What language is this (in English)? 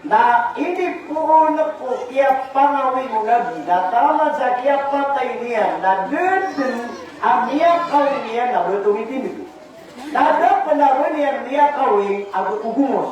Maranao